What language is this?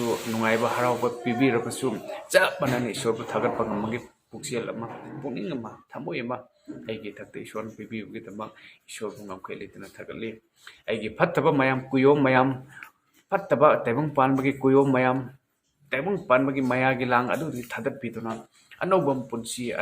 Manipuri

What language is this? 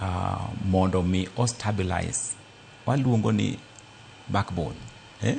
Luo (Kenya and Tanzania)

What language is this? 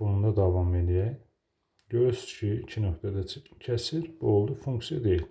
Azerbaijani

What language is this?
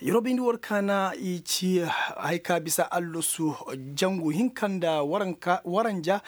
Koyraboro Senni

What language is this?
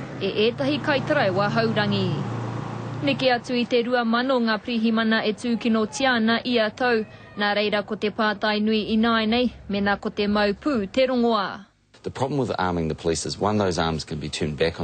Māori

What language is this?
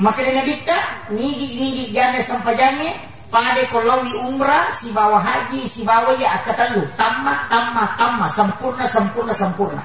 Buginese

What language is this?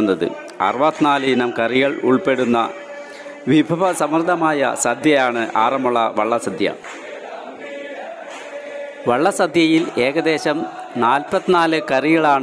Malayalam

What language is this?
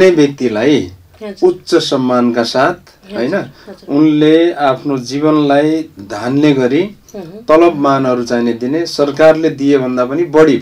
Nepali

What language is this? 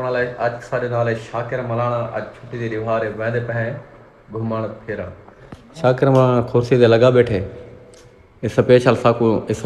Saraiki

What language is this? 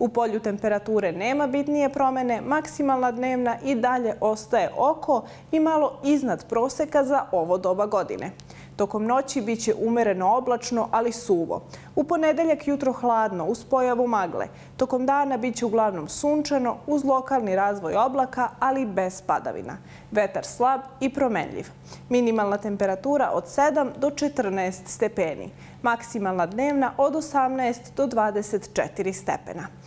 Bosnian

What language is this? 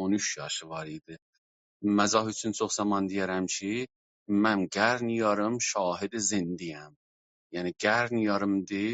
South Azerbaijani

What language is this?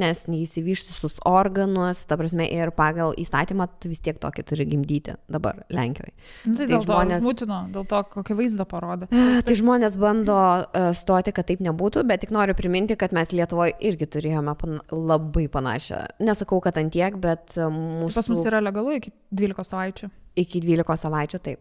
Lithuanian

